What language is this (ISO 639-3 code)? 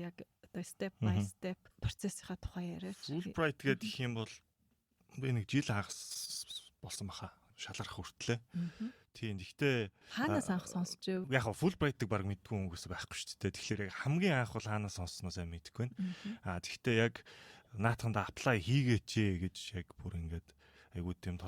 mon